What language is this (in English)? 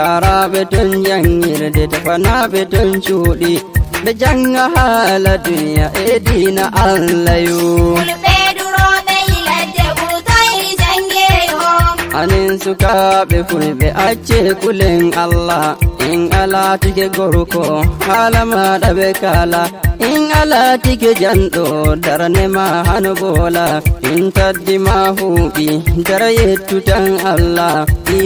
Nigerian Fulfulde